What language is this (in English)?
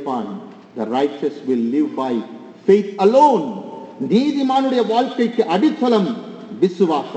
Tamil